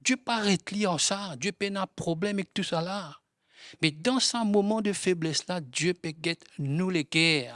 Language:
Morisyen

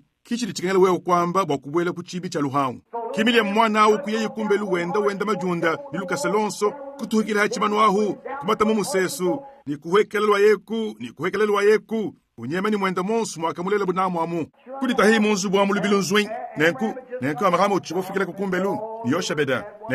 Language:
Luba-Lulua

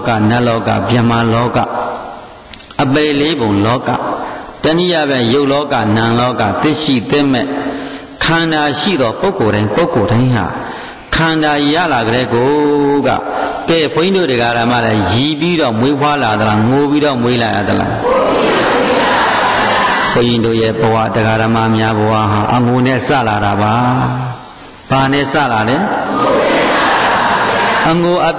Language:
Burmese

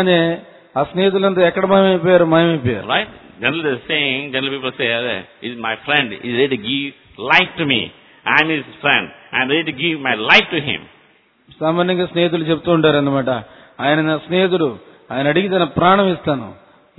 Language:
Telugu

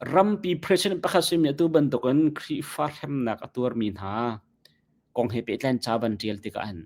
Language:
Hakha Chin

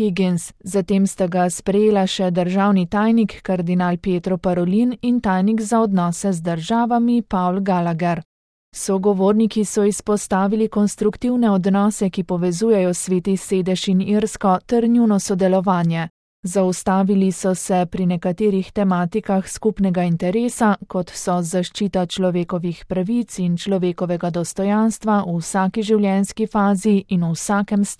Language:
Slovenian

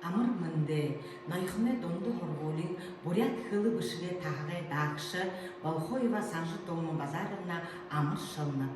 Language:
Buriat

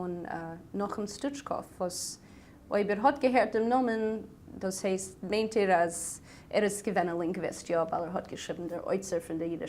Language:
Yiddish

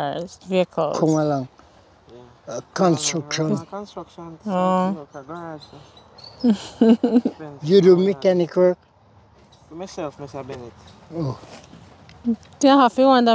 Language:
Jamaican Creole English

